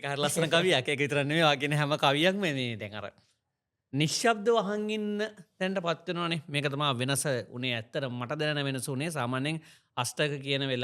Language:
Sinhala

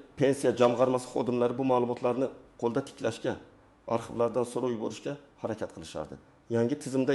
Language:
Uzbek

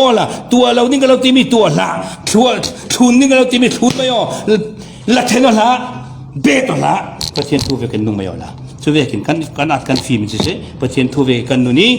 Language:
Falam Chin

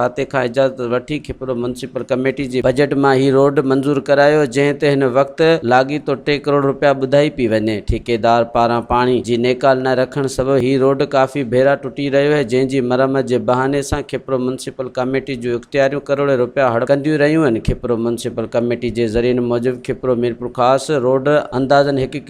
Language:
Sindhi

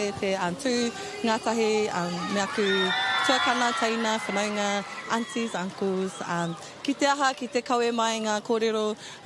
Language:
Māori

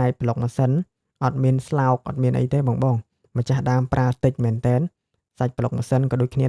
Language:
Khmer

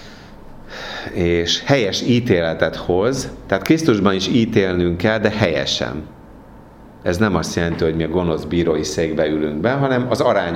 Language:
Hungarian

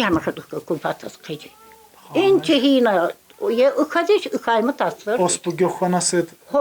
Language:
Tsakhur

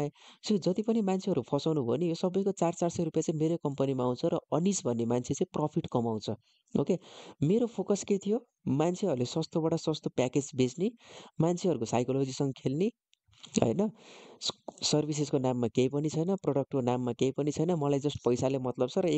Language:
Nepali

